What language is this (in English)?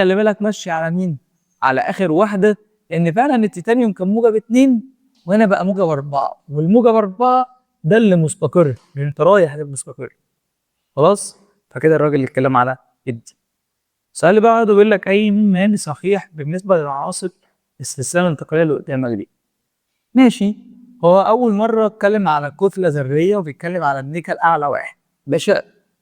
Egyptian Arabic